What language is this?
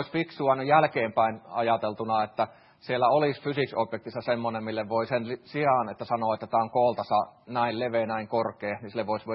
Finnish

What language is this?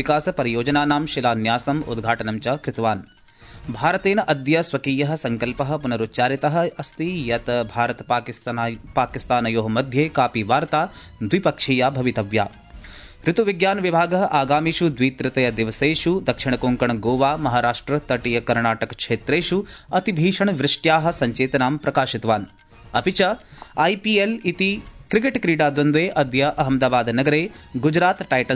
Sanskrit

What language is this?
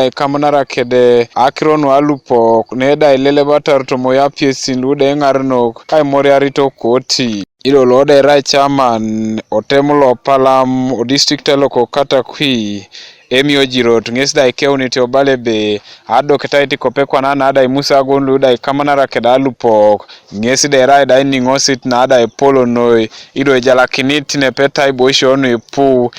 Teso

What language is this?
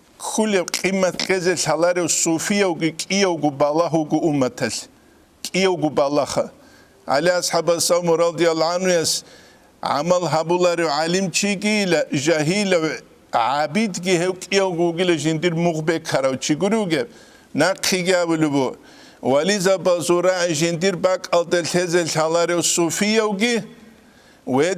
Avaric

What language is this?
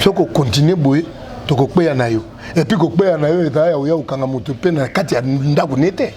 Lingala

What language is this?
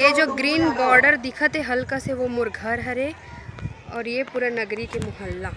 Chhattisgarhi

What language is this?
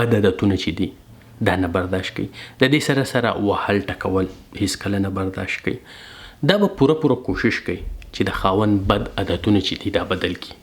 Pashto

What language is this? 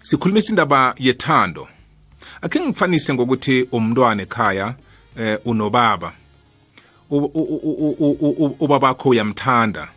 South Ndebele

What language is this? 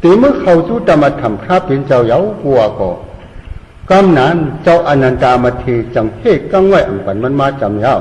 Shan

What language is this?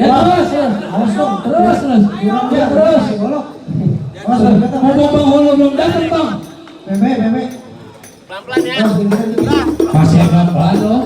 Betawi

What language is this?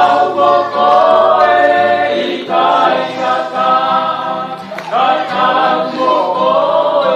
Tongan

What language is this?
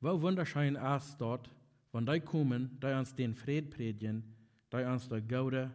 Plautdietsch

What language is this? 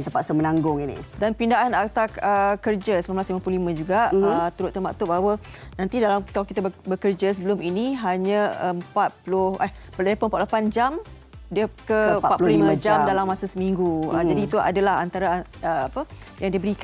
Malay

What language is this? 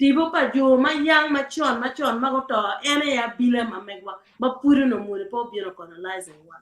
Acoli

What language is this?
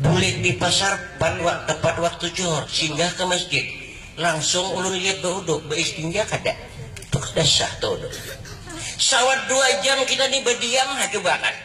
Banjar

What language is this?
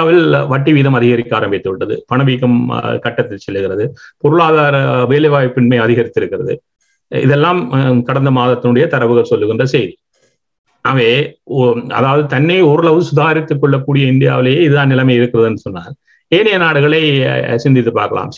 Tamil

